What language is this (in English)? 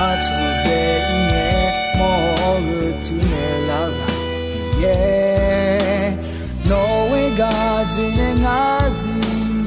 Akha